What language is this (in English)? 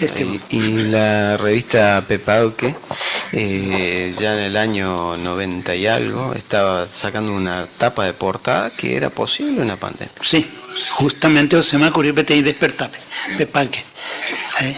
Guarani